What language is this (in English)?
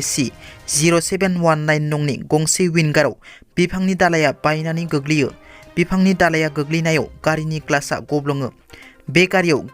Bodo